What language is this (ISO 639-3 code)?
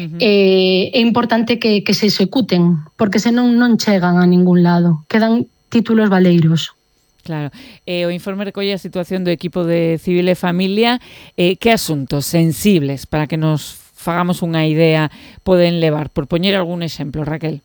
glg